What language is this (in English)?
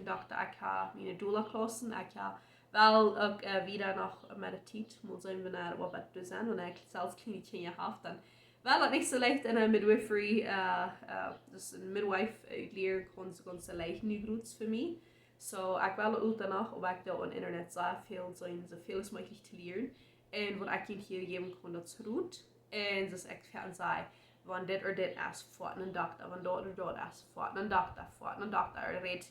Plautdietsch